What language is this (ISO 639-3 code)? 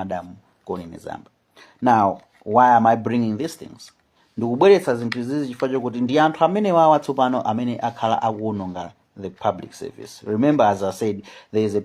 nya